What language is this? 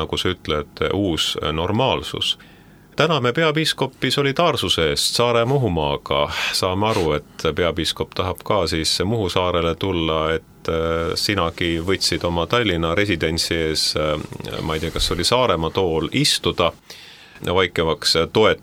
Estonian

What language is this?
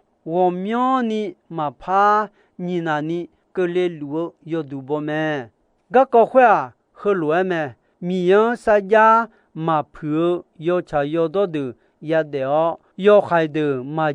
Akha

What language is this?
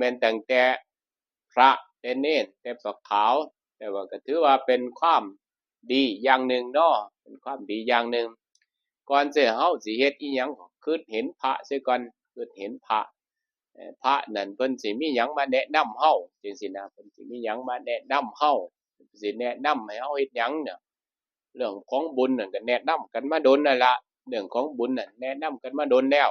Northeastern Thai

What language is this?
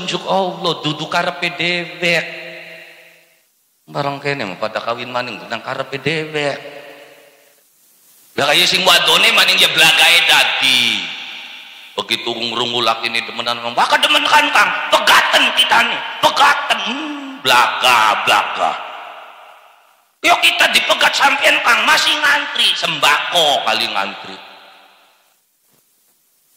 Javanese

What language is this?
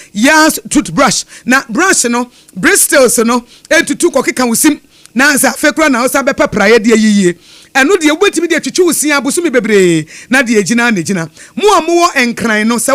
Akan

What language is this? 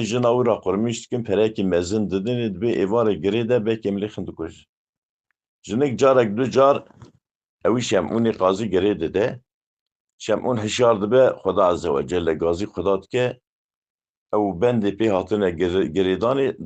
Kurdish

